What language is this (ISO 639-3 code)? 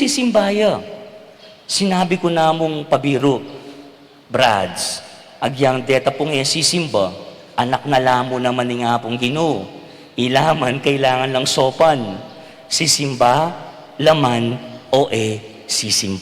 pam